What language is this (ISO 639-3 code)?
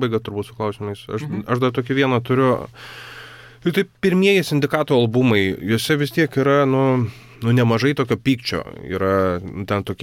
lit